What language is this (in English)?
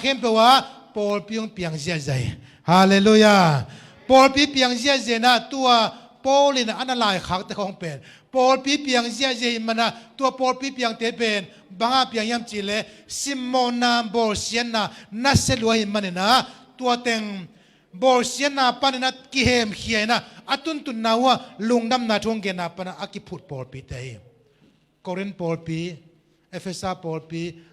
Tedim Chin